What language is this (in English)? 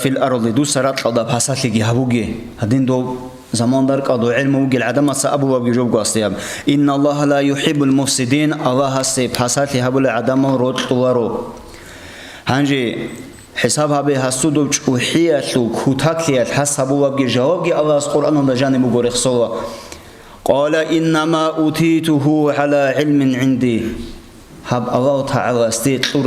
Avaric